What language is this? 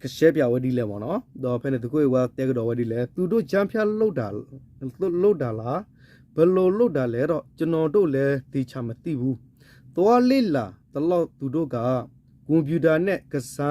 S'gaw Karen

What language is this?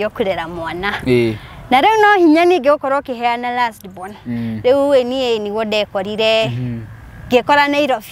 Kikuyu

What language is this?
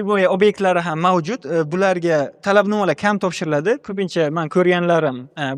Uzbek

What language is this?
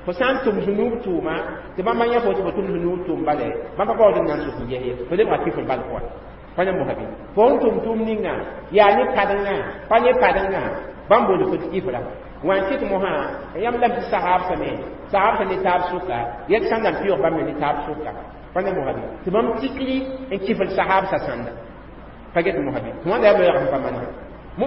Mossi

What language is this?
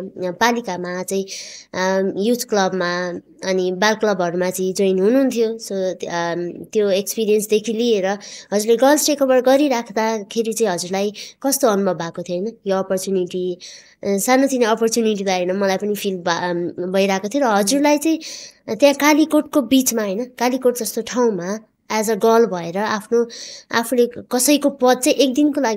Nepali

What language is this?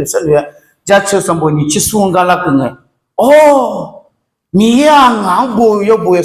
Akha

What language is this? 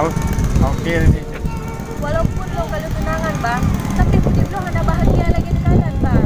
Achinese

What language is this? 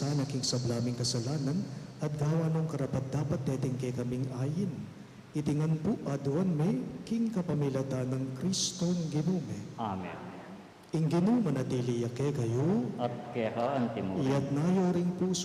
Pampanga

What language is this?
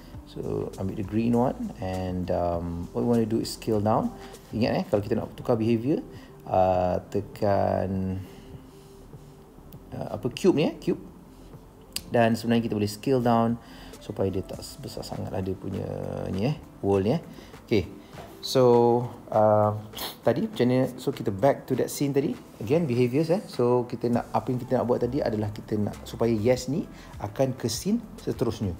Malay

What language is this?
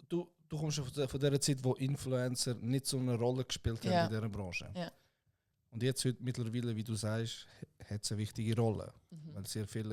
Swiss German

